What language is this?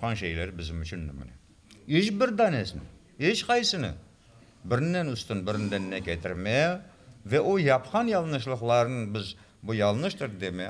Crimean Tatar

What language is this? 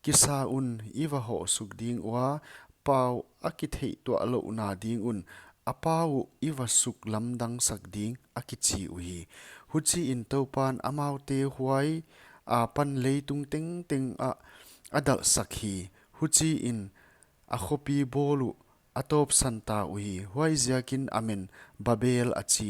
Paite Chin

